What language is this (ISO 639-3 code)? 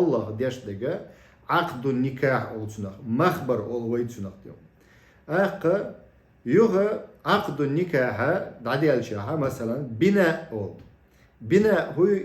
che